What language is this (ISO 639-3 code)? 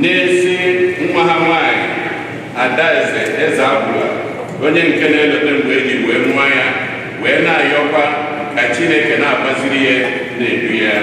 ibo